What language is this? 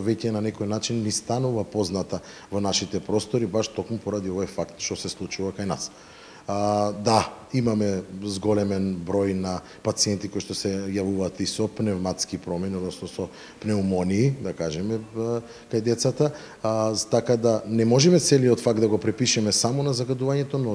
Macedonian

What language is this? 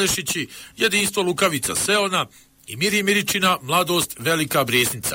Bosnian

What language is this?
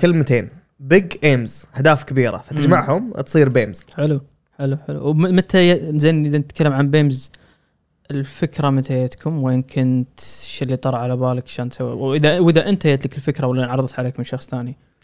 Gulf Arabic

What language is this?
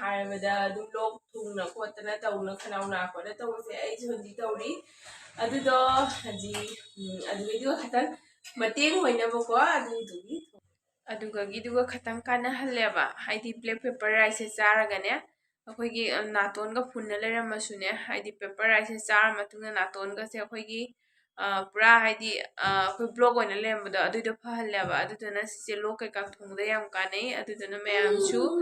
Manipuri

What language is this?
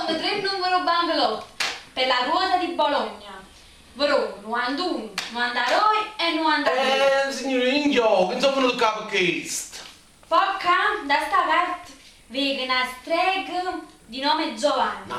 Neapolitan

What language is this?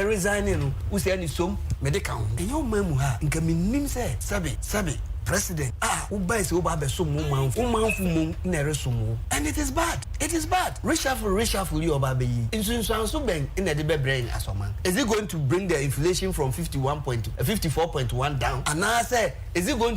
Akan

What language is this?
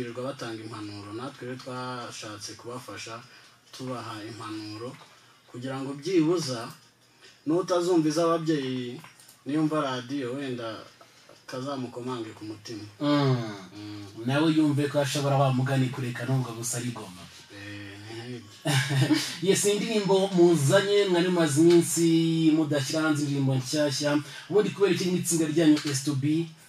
Kinyarwanda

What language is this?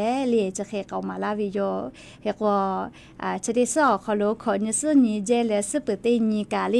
Lahu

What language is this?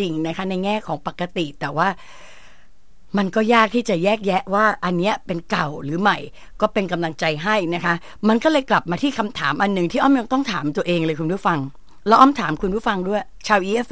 Thai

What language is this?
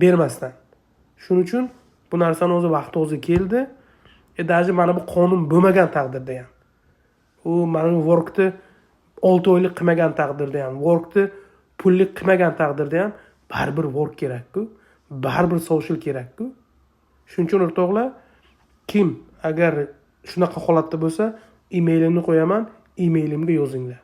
Uzbek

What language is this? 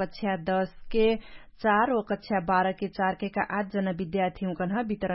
Dangaura Tharu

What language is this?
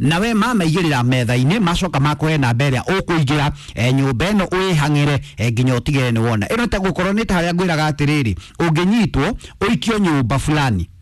Kikuyu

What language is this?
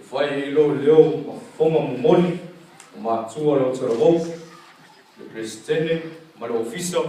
Samoan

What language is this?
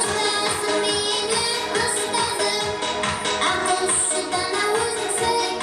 Kara-Kalpak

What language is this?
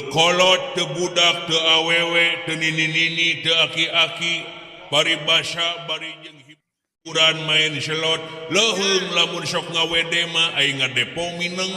Sundanese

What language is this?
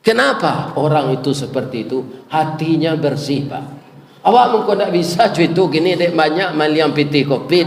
Minangkabau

